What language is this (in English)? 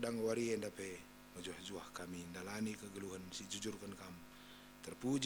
Batak Karo